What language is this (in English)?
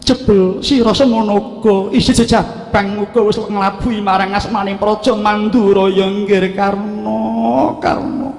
Javanese